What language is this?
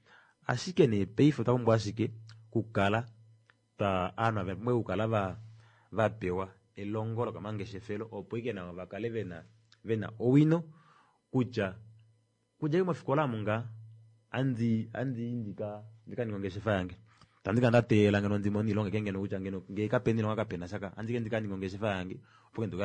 Kuanyama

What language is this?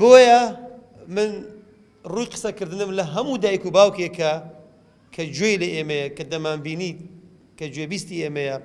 Central Kurdish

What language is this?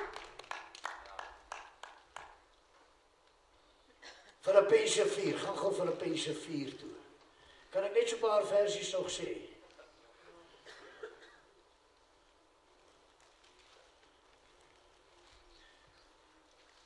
Afrikaans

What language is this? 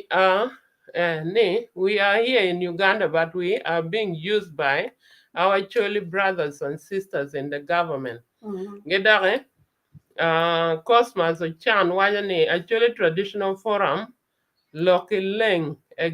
Acoli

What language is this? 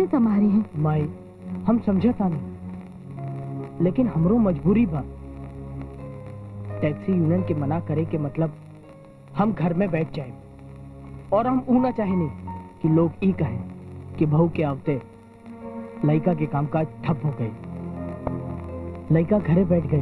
Bhojpuri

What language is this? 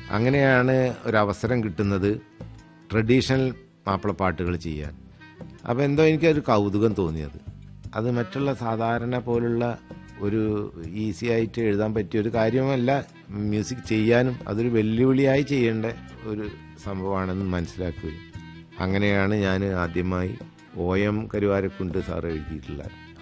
Malayalam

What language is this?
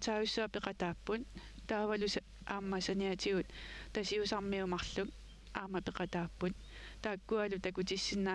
Kalaallisut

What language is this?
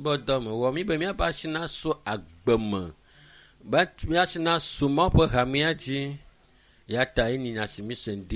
Ewe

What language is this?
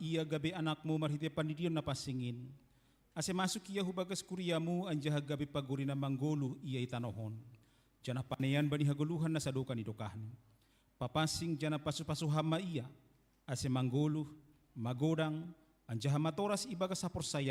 Batak Simalungun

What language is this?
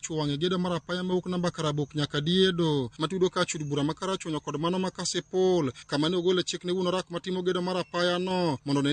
Luo (Kenya and Tanzania)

